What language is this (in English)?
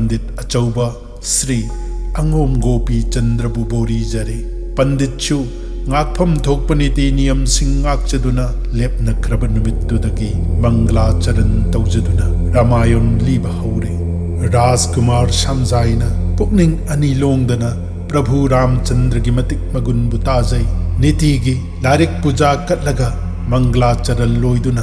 Manipuri